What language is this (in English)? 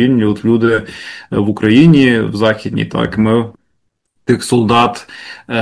Ukrainian